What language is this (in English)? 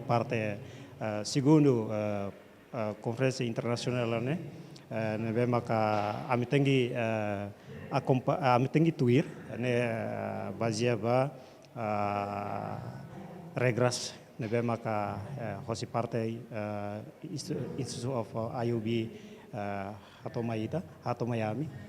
Tetum